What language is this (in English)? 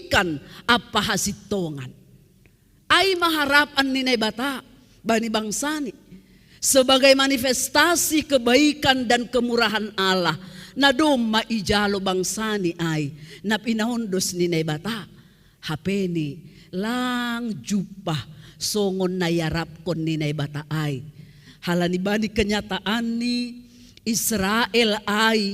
Batak Simalungun